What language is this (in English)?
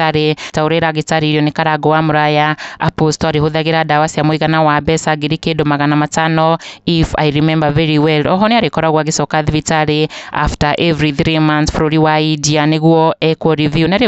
Kikuyu